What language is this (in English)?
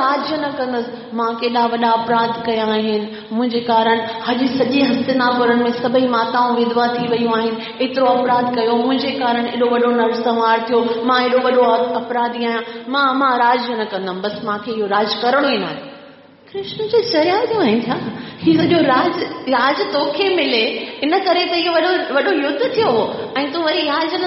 Sindhi